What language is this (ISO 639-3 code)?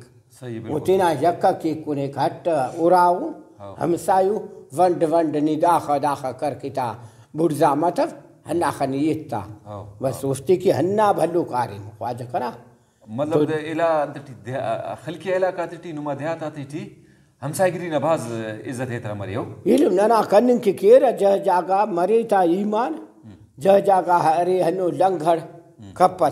brh